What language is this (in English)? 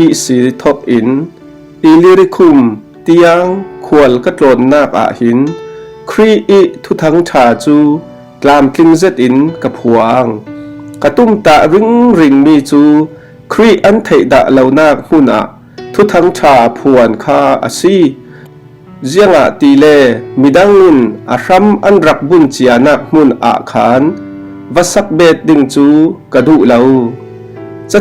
Falam Chin